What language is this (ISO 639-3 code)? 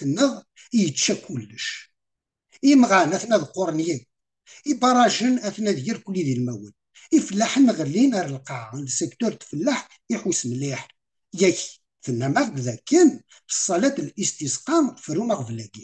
kab